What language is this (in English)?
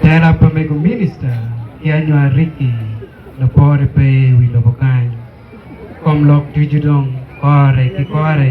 Acoli